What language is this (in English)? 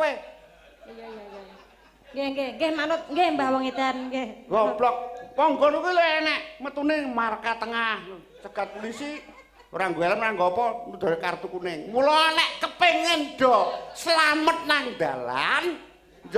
Javanese